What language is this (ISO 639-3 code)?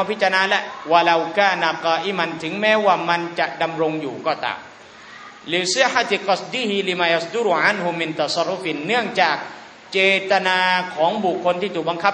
tha